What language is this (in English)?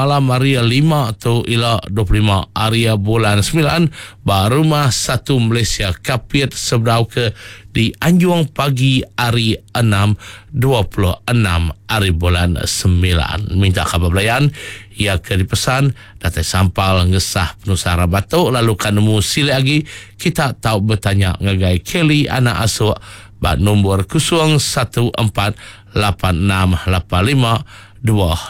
Iban